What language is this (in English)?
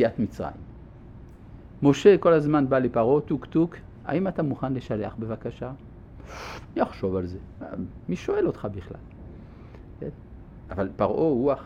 Hebrew